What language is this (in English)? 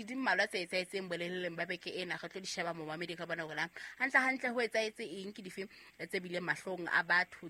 Southern Sotho